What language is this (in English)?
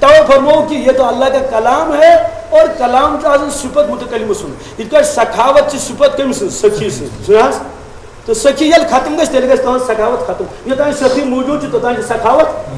Kashmiri